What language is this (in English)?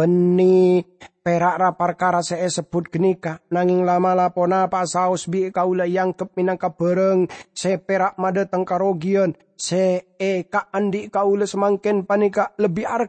Madurese